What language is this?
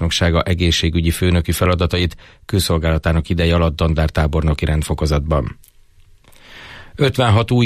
Hungarian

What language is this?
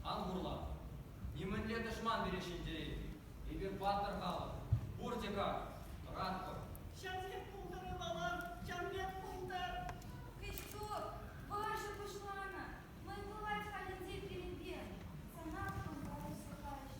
Chuvash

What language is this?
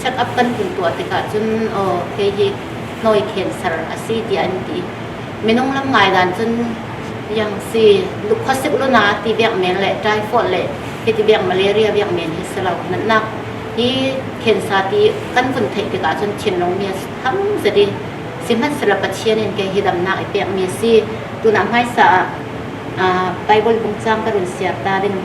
Falam Chin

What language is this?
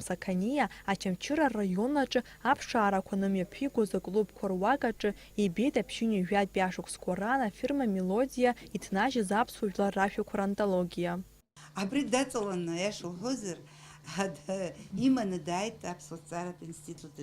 Abkhazian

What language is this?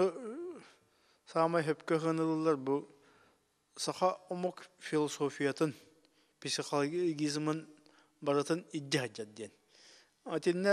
Yakut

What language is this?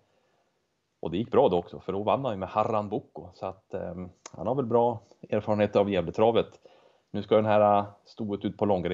Swedish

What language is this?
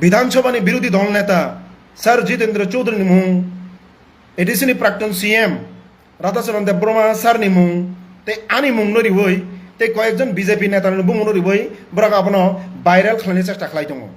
Kok Borok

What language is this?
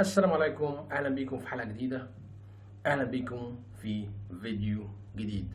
Egyptian Arabic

